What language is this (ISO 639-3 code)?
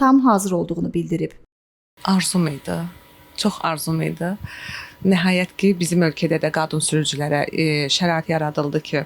aze